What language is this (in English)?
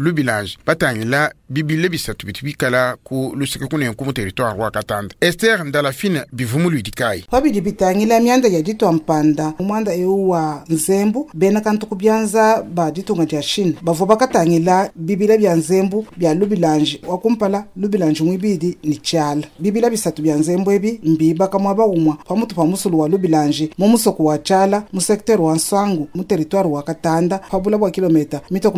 Luba-Lulua